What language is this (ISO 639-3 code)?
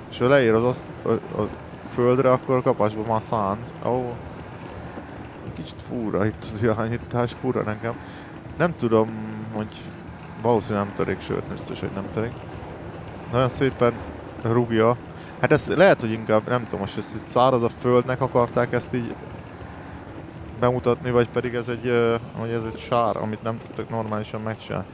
hun